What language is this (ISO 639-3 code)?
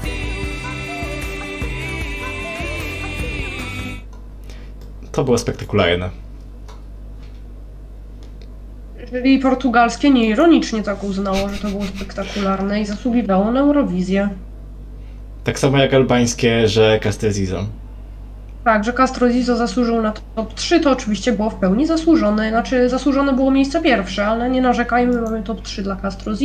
pol